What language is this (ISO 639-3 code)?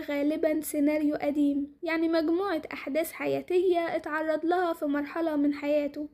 arz